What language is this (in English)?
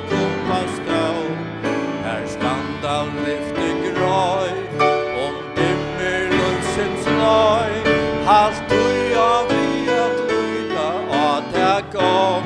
Faroese